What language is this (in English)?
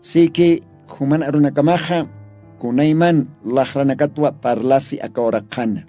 Aymara